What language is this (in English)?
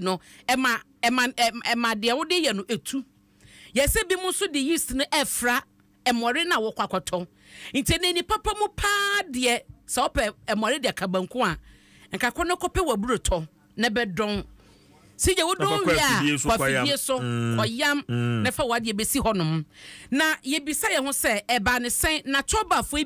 Akan